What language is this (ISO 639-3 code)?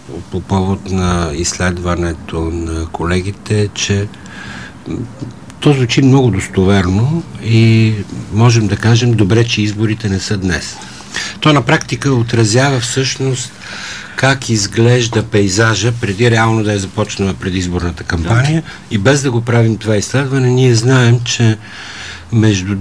bul